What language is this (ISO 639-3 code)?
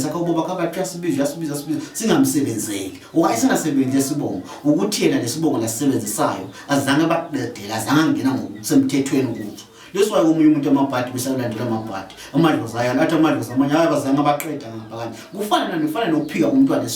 zul